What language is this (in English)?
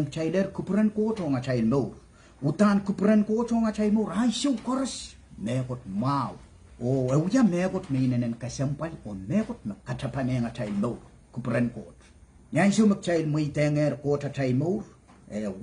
Pohnpeian